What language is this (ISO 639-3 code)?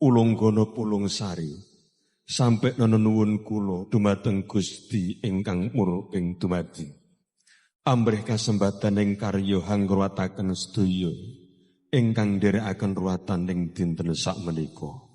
jav